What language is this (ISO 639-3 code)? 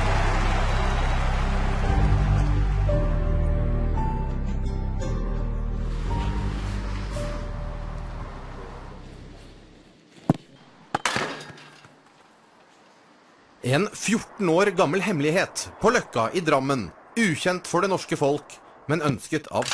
nor